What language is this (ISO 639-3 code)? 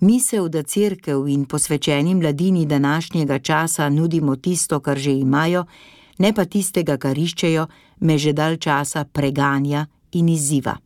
slv